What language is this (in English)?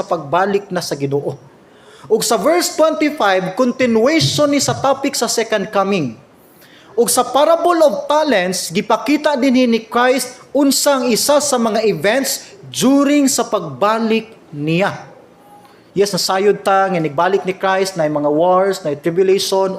Cebuano